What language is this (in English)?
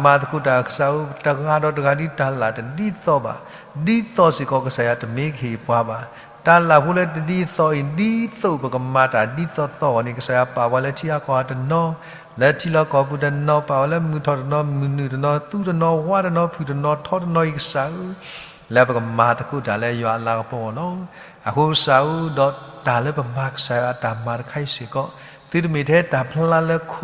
S'gaw Karen